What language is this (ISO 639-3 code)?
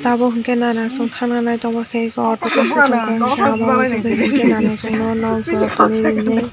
trp